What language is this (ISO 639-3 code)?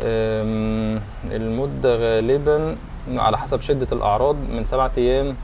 arz